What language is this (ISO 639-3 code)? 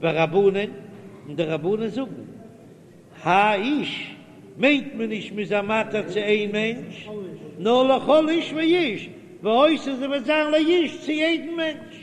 yid